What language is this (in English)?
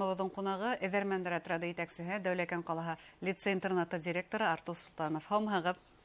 Bashkir